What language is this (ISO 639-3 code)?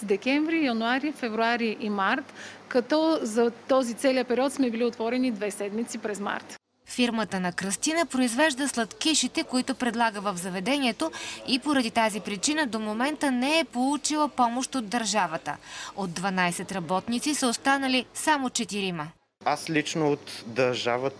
bul